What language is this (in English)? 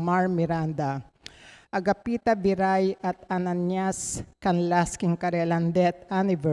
Pampanga